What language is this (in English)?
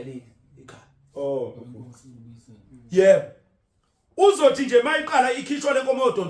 Zulu